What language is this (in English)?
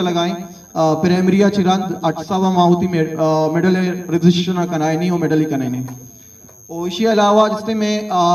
Eastern Balochi